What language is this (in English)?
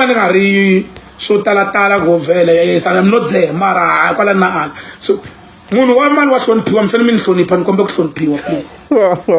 Tsonga